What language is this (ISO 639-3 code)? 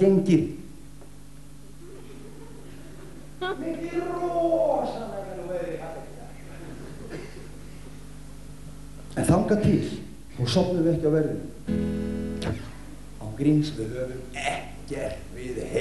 isl